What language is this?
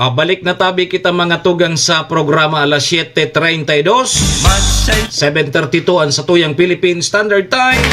Bikol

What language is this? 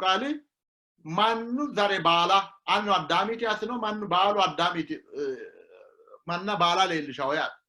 Sidamo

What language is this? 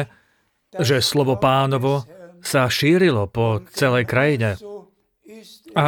Slovak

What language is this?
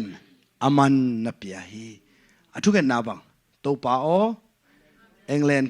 Tedim Chin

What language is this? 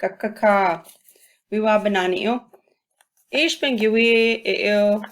Chippewa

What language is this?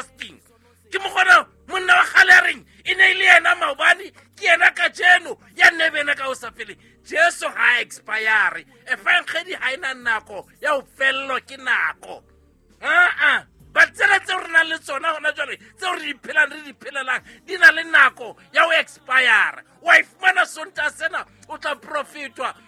Southern Sotho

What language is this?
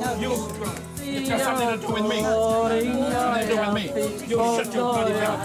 Māori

